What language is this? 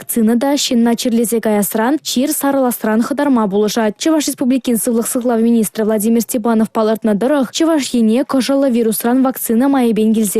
Chuvash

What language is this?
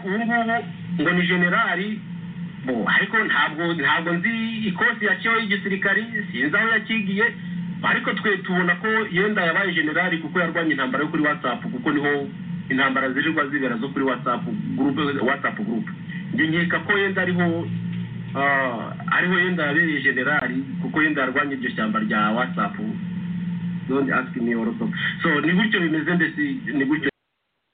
Kinyarwanda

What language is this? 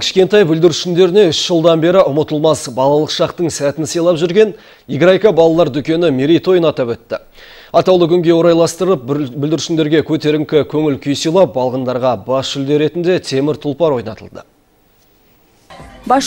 Kazakh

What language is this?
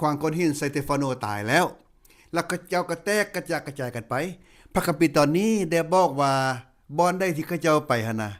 Lao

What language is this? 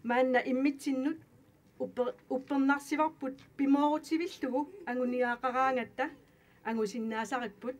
Kalaallisut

